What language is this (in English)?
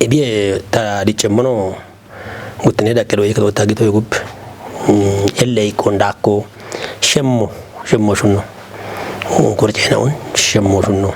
Kafa